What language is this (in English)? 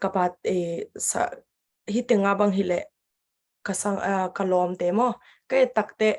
Tedim Chin